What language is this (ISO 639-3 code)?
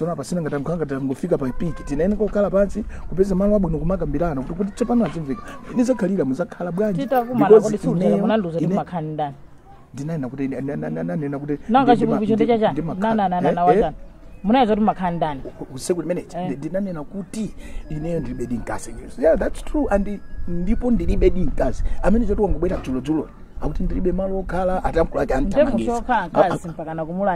nya